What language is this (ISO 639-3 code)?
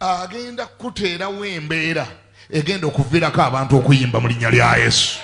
lug